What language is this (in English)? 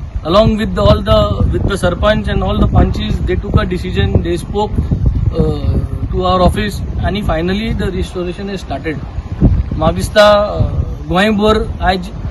Konkani